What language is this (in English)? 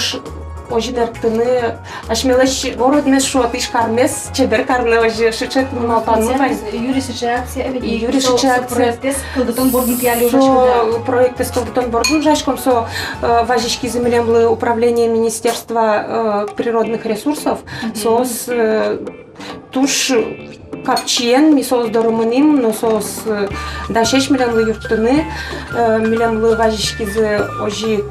Udmurt